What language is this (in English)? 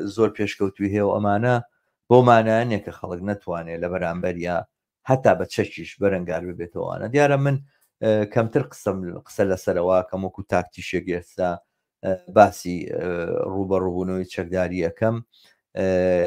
Central Kurdish